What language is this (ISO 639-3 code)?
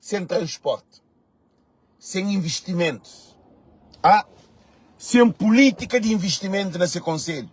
kea